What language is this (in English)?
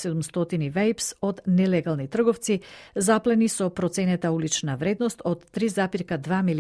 Macedonian